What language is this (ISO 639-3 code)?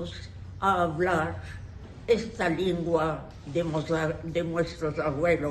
lad